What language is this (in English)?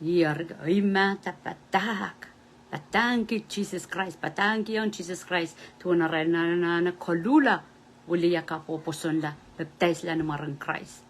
Pohnpeian